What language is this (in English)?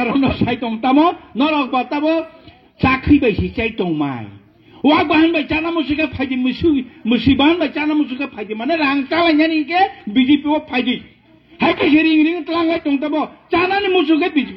Kok Borok